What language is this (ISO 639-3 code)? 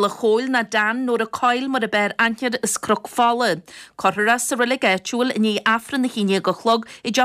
gle